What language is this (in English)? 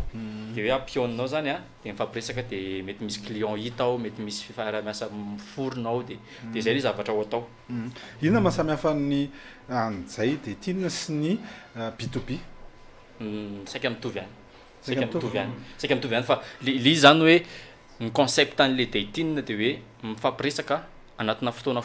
Malagasy